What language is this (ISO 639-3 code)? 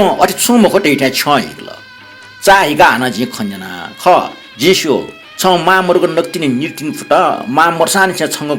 new